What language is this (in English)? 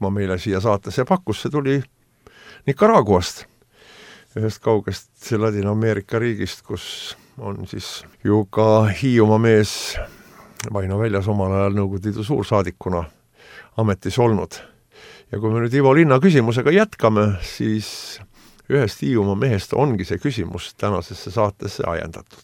Estonian